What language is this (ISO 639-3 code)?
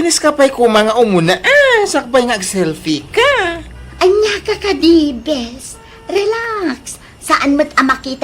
ilo